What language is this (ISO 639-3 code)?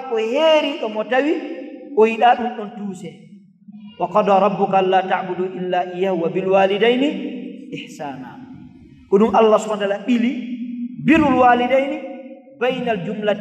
ful